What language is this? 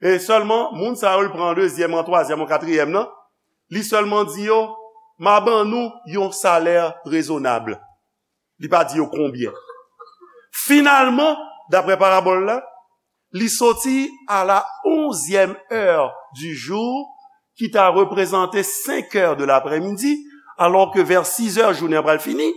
Haitian Creole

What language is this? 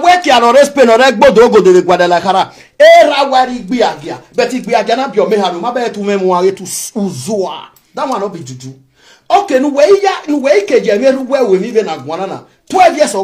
Nigerian Pidgin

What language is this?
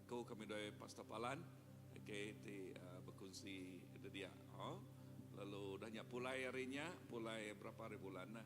Iban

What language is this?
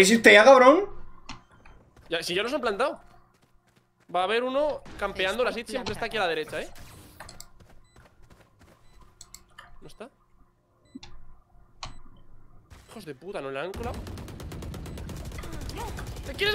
Spanish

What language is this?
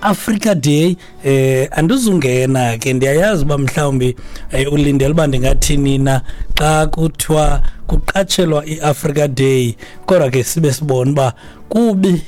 Xhosa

